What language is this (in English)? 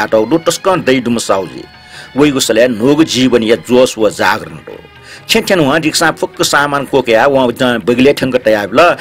Newari